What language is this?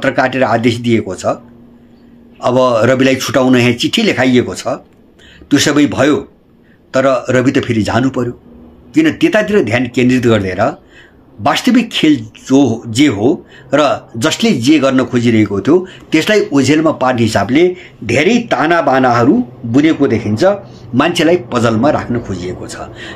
Nepali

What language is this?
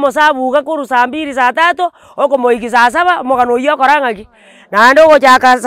Gusii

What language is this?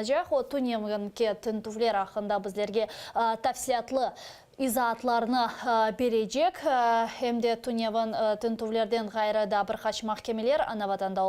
Crimean Tatar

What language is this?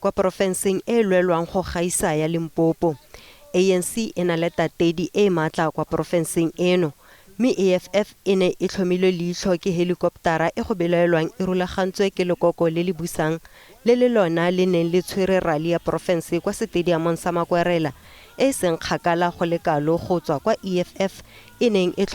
Tswana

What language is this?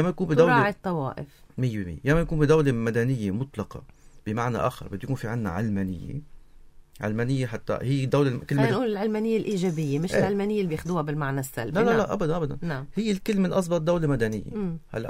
North Levantine Arabic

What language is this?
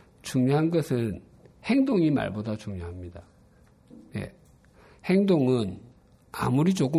Korean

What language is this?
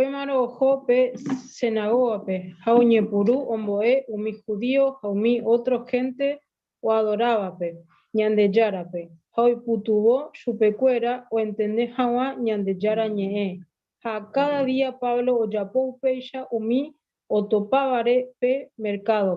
Guarani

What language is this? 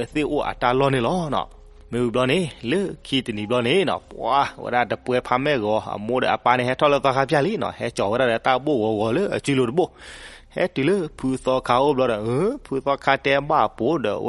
S'gaw Karen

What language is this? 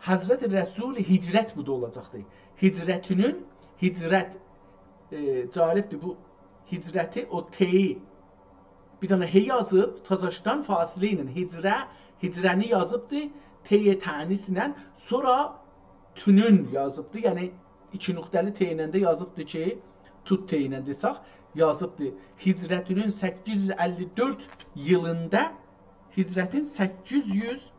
South Azerbaijani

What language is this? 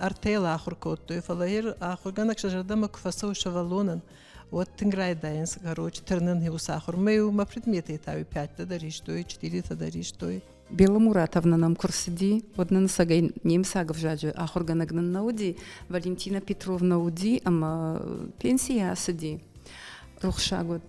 Ossetic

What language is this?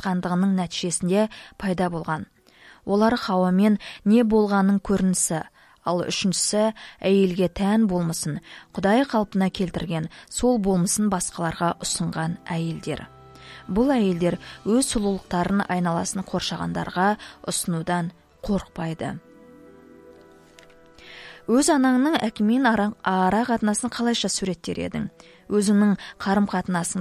Kazakh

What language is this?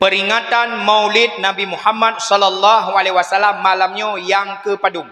Achinese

